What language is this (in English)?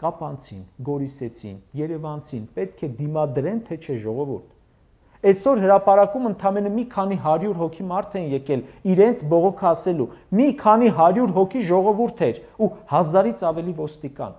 Armenian